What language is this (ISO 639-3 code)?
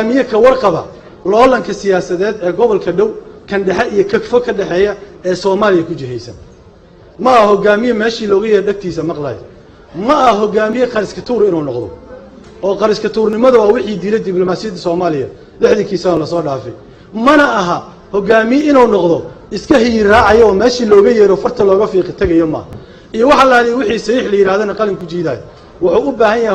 som